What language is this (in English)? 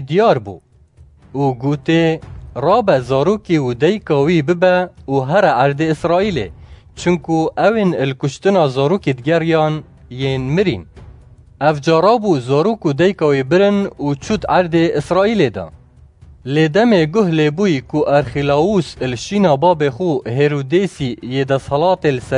Kurdish